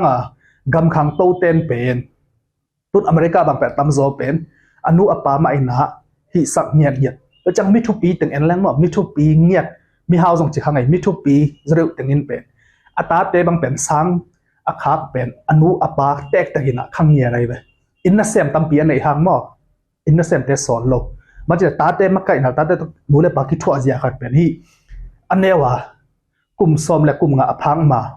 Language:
Tedim Chin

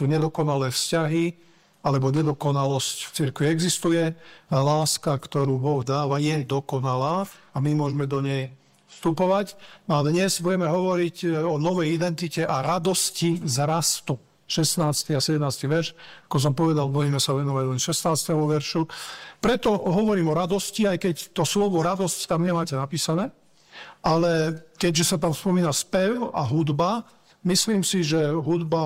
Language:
Slovak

